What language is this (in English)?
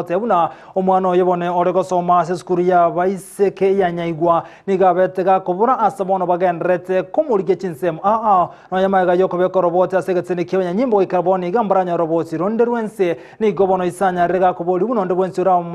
Gusii